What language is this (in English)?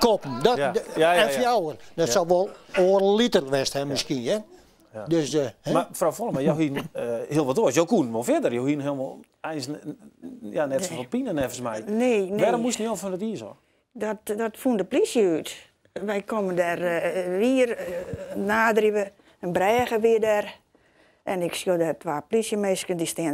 Western Frisian